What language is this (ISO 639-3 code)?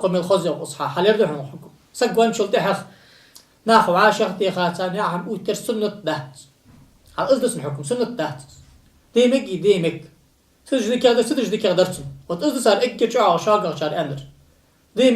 inh